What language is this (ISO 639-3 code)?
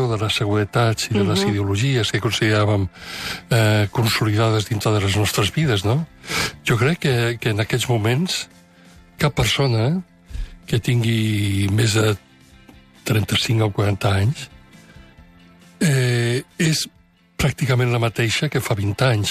cat